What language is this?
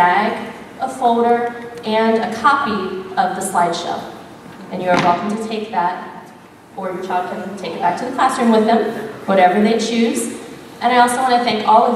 English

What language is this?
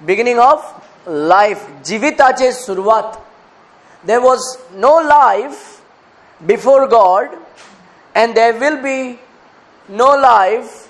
Konkani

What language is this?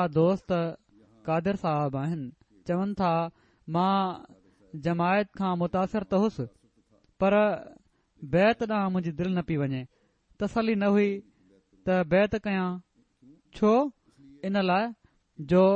Sindhi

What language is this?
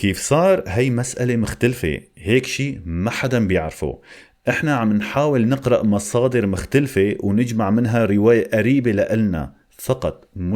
North Levantine Arabic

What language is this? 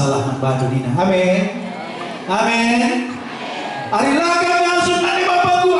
Batak Karo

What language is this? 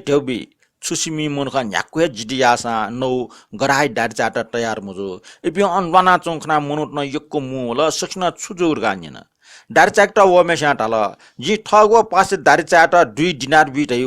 Newari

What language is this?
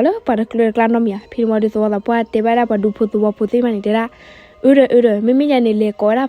S'gaw Karen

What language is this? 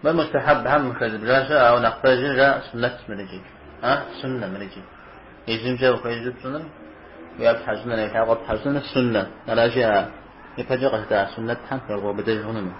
Kabardian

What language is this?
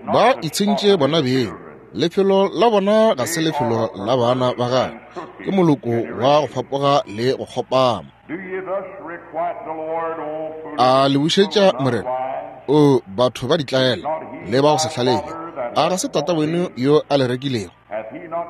Northern Sotho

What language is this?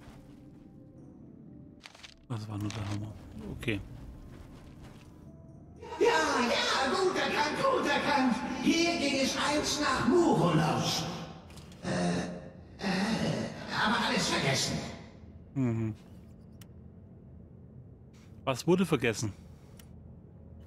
German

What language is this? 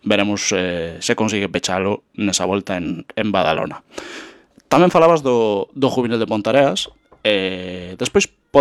Galician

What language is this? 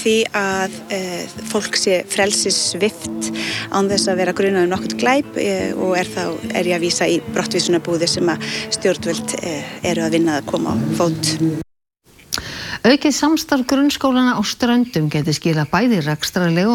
Icelandic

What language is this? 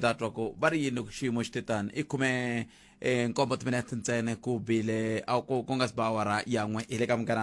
Tsonga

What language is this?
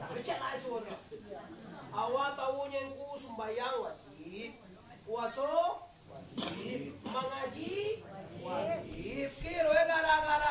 Minangkabau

